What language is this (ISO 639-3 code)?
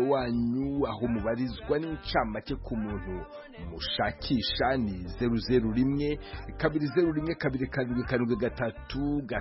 kin